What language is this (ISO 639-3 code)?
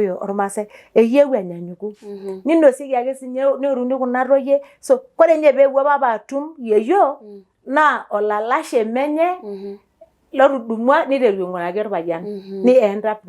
mas